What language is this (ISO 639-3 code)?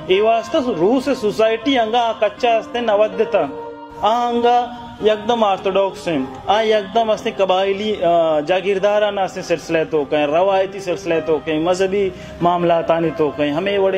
bal